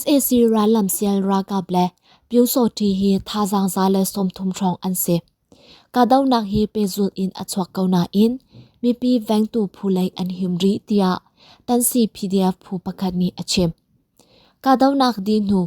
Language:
Hakha Chin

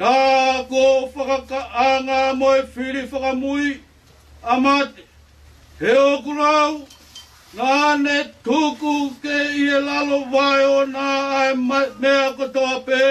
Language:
Tongan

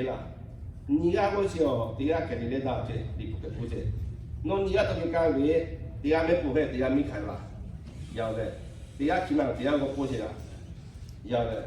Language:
Lahu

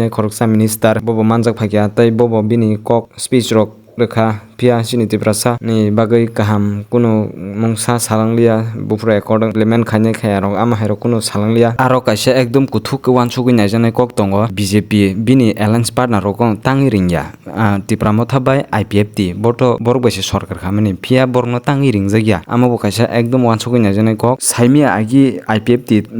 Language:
Kok Borok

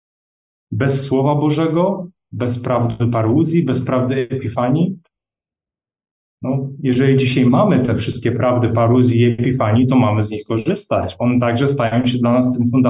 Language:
Polish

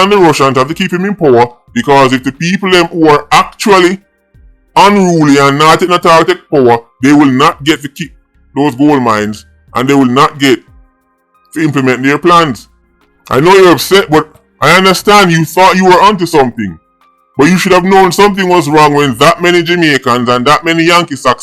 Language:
Jamaican Creole English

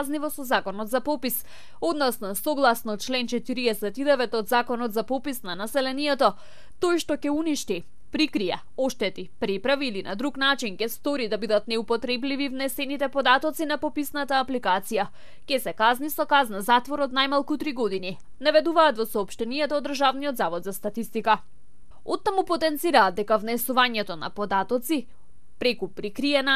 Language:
Macedonian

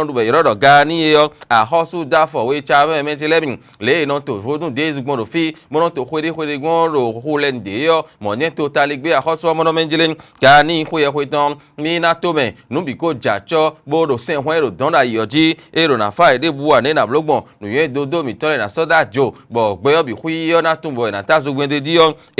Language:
Fon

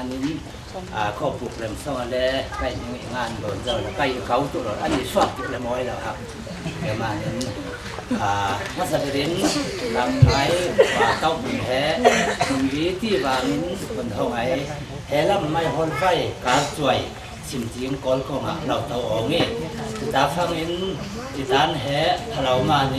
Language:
Falam Chin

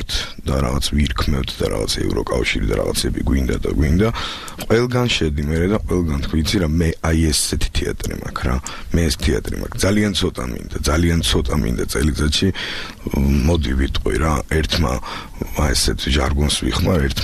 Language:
Georgian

